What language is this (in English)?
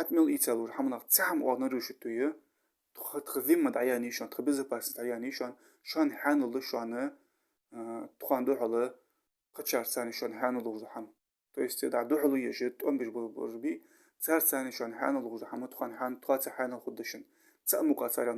Ingush